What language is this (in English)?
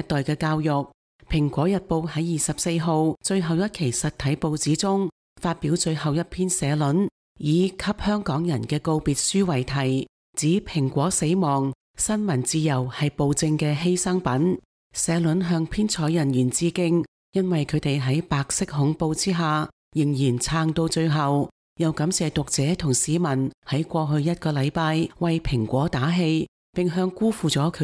Cantonese